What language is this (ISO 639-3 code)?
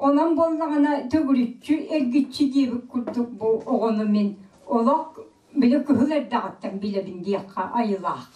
sah